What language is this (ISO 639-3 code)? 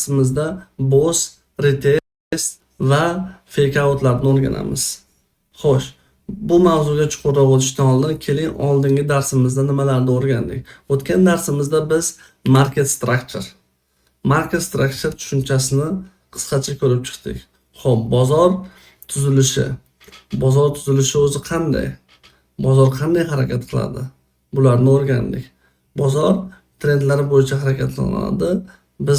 uzb